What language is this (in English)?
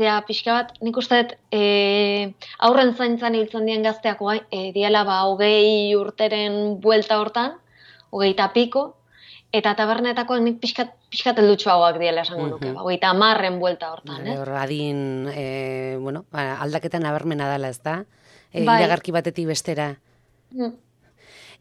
Basque